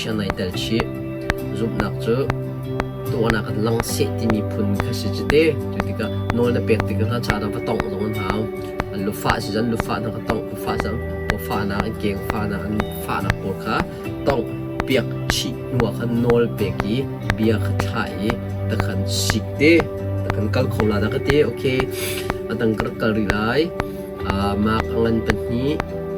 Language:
Hakha Chin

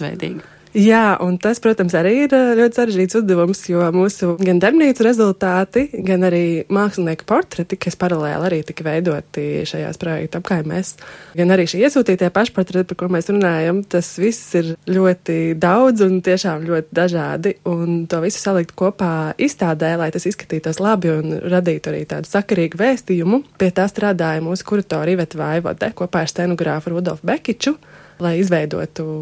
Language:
Latvian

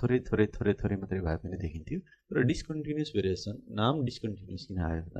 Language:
Nepali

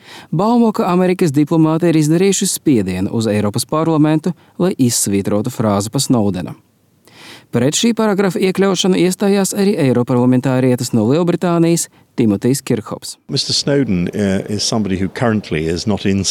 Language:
Latvian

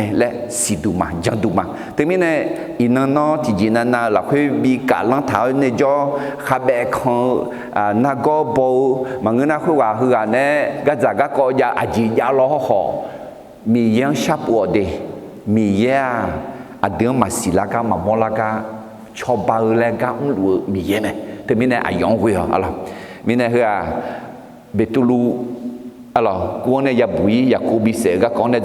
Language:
Akha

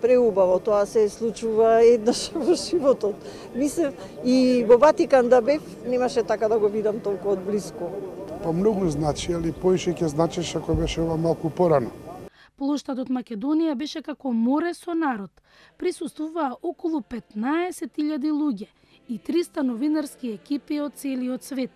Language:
Macedonian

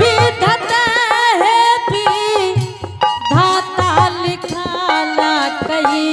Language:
Angika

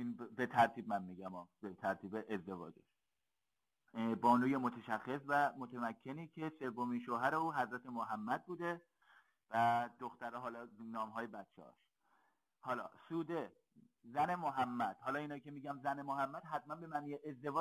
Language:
Persian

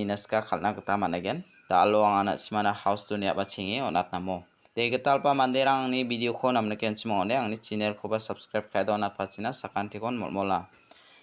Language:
Garo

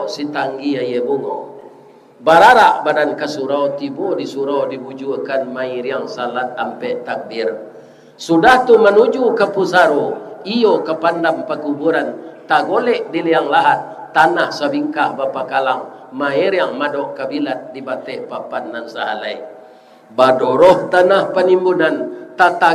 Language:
Minangkabau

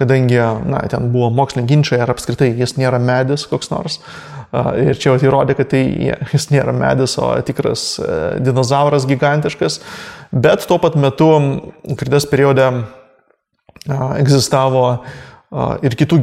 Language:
Lithuanian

